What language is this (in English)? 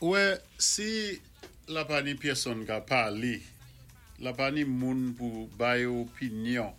Saint Lucian Creole French